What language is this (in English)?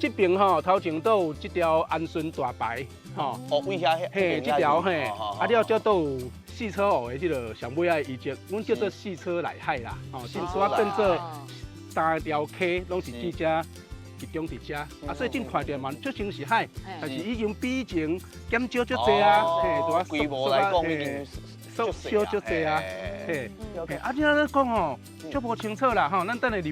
Min Nan Chinese